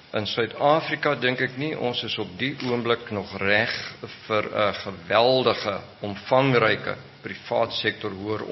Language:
Afrikaans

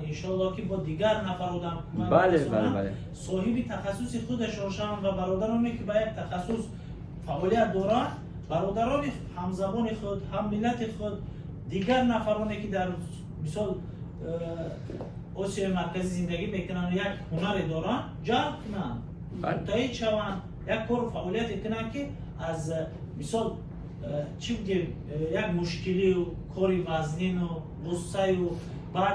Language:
Tajik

